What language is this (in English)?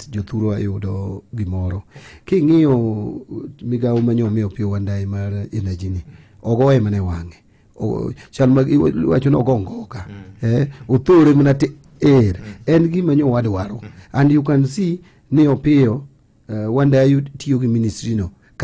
Luo (Kenya and Tanzania)